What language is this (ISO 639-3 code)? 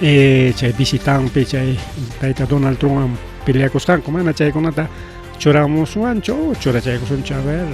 quy